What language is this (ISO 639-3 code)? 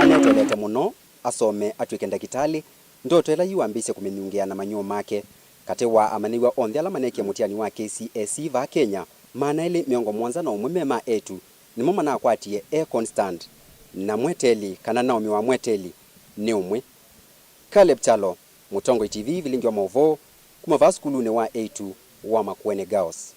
kam